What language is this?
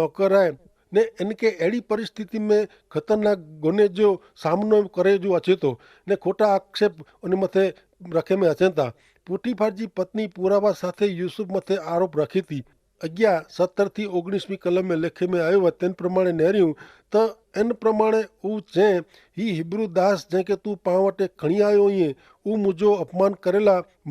Kachhi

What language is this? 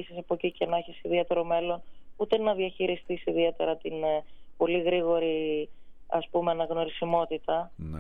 Greek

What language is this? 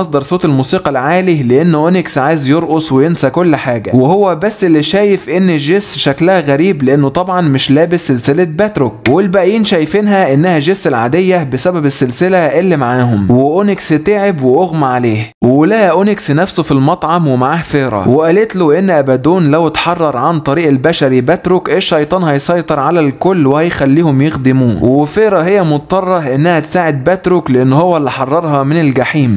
Egyptian Arabic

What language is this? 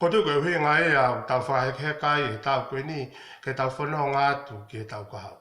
Tongan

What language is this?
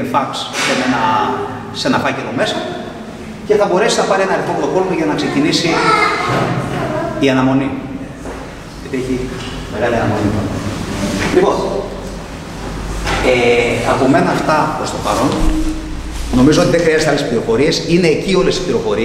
Greek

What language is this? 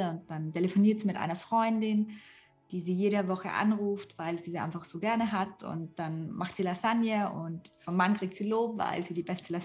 German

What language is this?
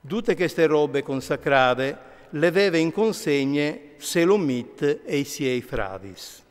Friulian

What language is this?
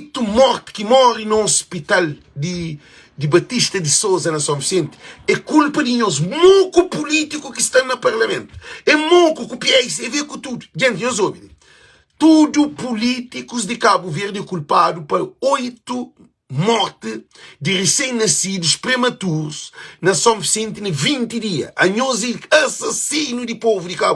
Kabuverdianu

